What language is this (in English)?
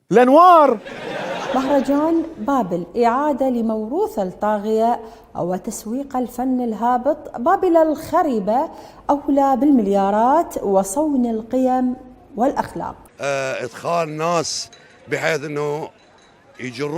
Mesopotamian Arabic